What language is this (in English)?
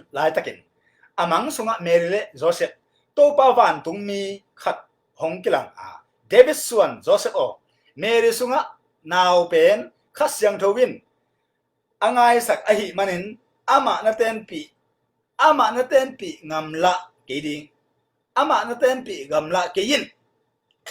Tedim Chin